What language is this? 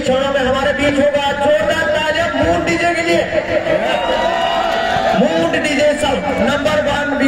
Hindi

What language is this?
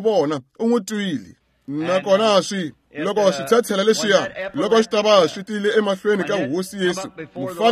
Tsonga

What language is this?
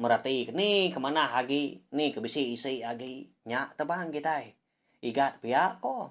Iban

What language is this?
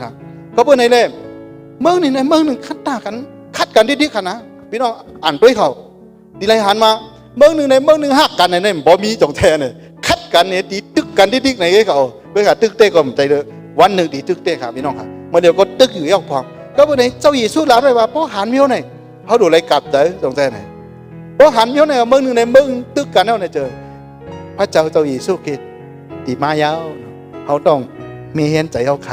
Shan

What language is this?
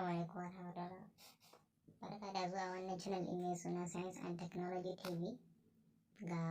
Hausa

